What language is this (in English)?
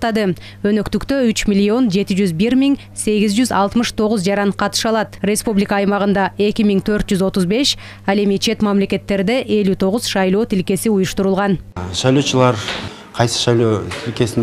Kyrgyz